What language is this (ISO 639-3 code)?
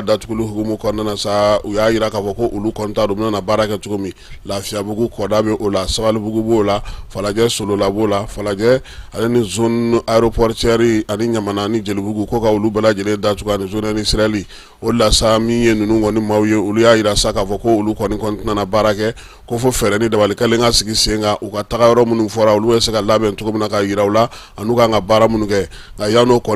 bam